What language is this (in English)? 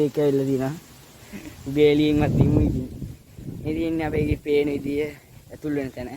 Sinhala